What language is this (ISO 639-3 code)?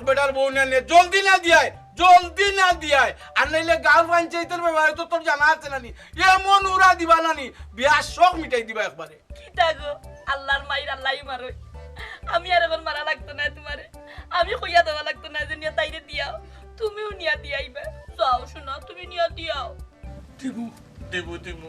syl